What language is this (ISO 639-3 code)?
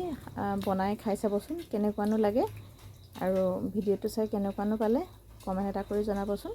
asm